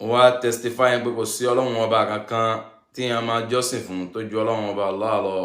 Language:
Yoruba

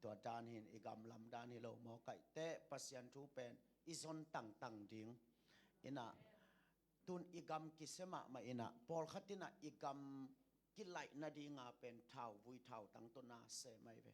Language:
Tedim Chin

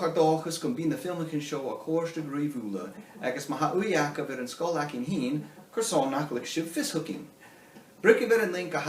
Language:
Scottish Gaelic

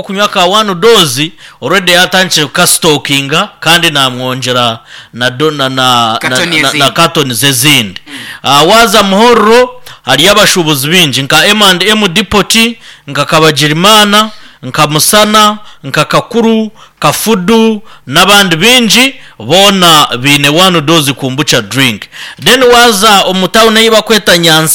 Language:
Nyankole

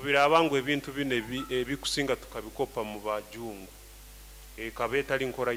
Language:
Nyoro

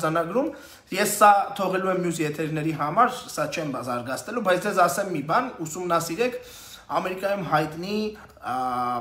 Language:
Armenian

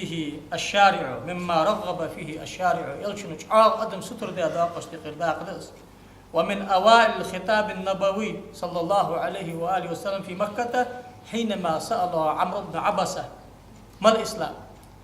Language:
Ingush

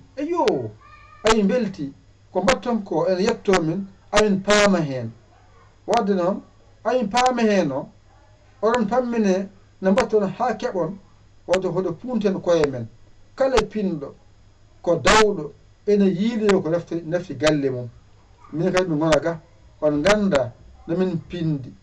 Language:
Fula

